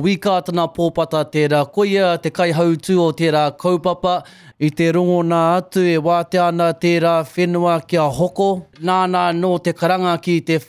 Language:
Māori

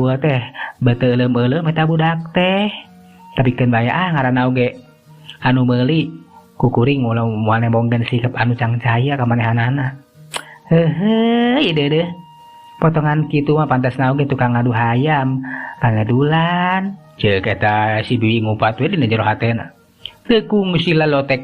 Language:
Sundanese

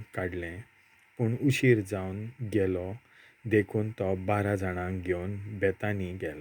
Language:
Konkani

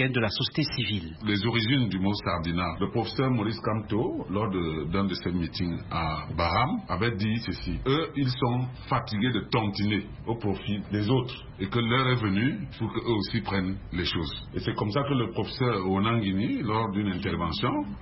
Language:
French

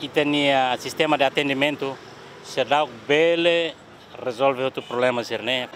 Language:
Tetum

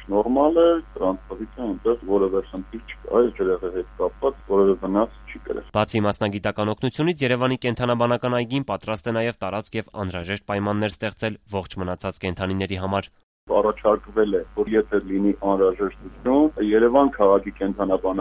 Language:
Armenian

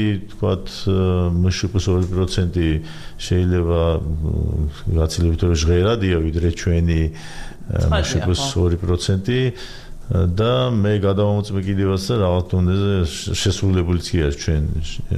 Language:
Georgian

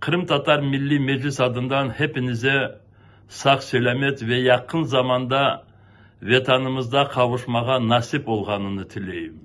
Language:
Crimean Tatar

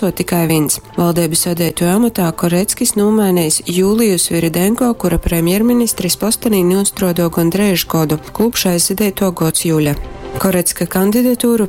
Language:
Latgalian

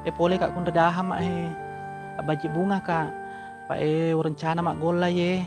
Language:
Buginese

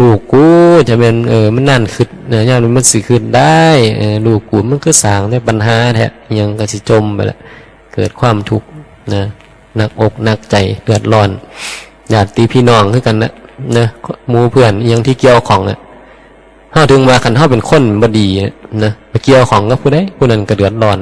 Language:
Northeastern Thai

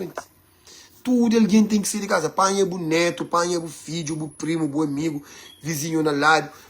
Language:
Kabuverdianu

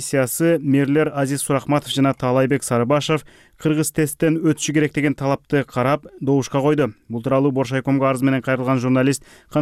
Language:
Kyrgyz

